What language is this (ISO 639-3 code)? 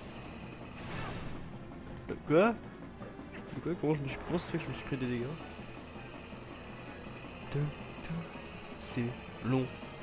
fra